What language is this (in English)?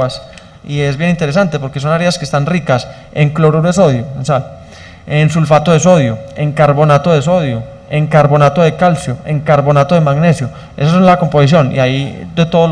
Spanish